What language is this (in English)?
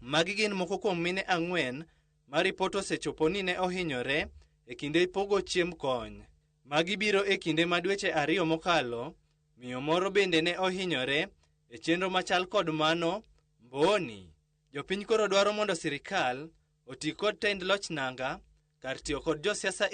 Luo (Kenya and Tanzania)